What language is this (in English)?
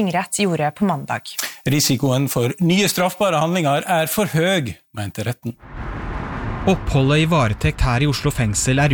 Norwegian